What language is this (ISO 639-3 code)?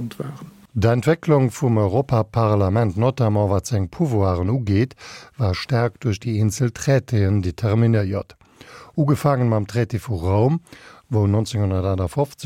ltz